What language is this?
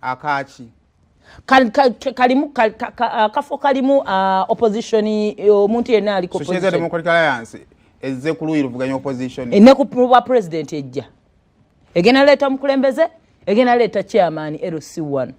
Ganda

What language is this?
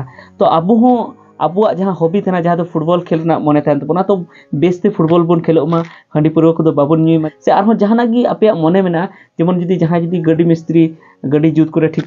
Santali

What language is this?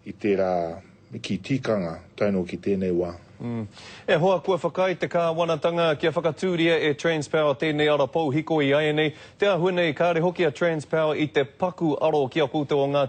Māori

